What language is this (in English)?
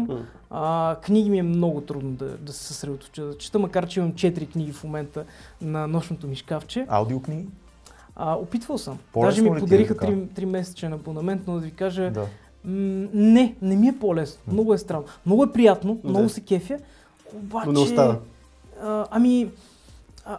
Bulgarian